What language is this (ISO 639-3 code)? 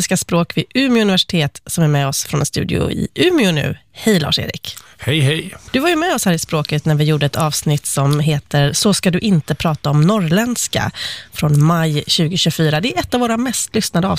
swe